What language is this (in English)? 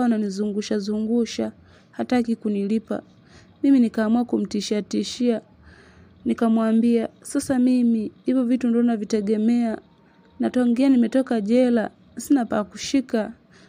Swahili